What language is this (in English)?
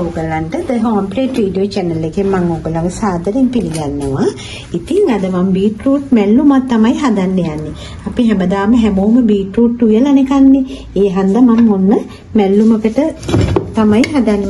Sinhala